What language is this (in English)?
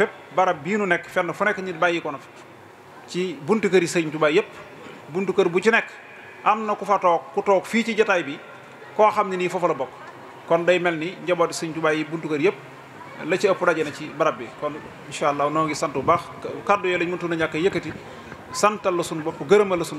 Wolof